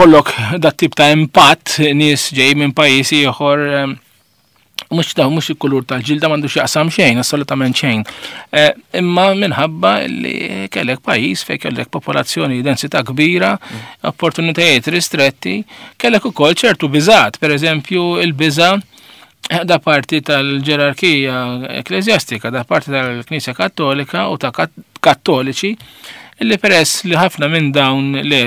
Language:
Maltese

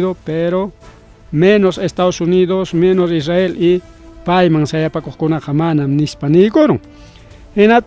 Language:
Ayacucho Quechua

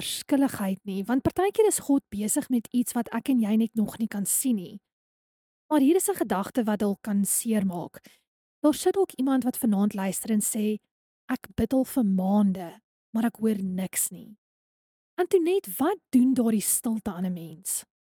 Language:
Afrikaans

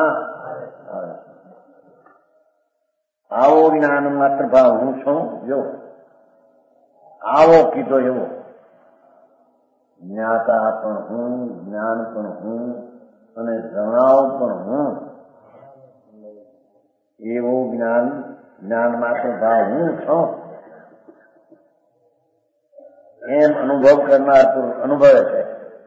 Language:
Gujarati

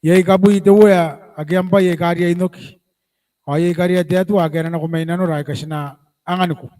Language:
Gilbertese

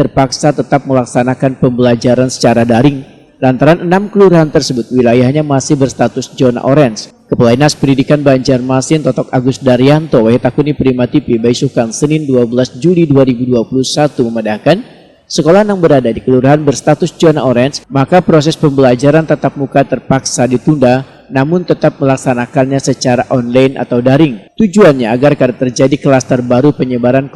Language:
Banjar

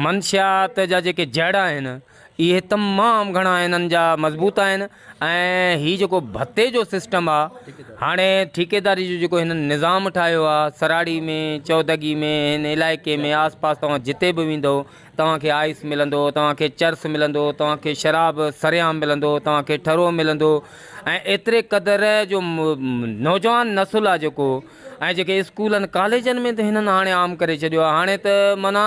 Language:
Sindhi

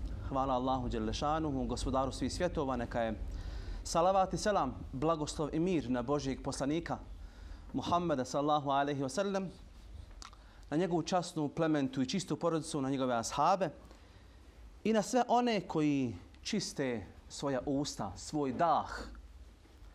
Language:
Bosnian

